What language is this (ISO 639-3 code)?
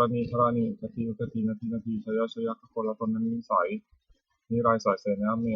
pli